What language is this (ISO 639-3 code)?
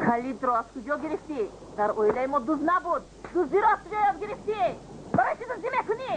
tgk